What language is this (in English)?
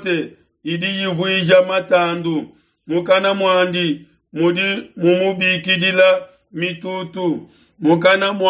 Luba-Lulua